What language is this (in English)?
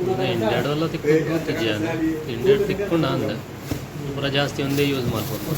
Tulu